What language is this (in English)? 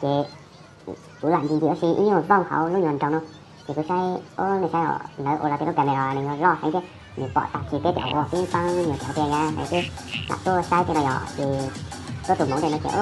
Hmong